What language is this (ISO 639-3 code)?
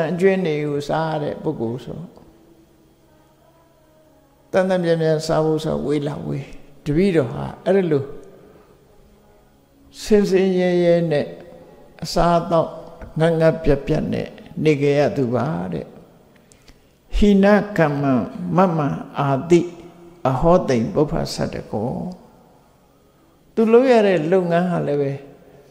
mya